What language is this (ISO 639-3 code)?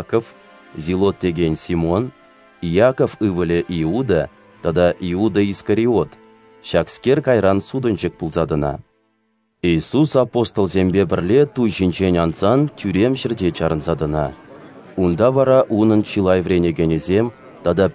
chv